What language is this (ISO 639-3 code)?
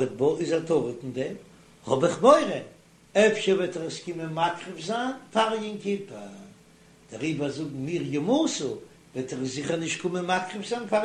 yid